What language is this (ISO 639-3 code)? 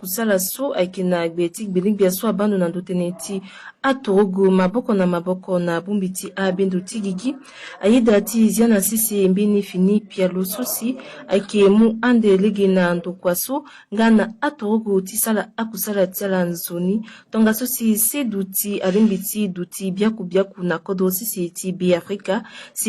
sag